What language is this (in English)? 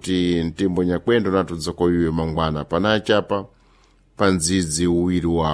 Sena